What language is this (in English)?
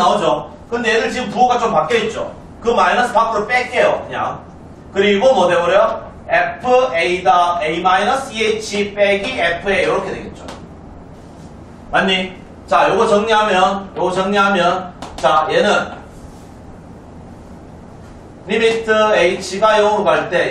Korean